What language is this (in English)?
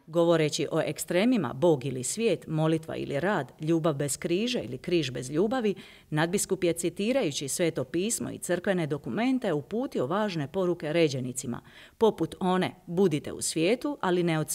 Croatian